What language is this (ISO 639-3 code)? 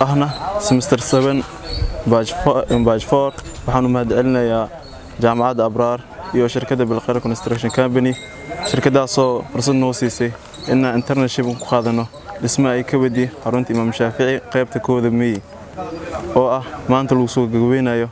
som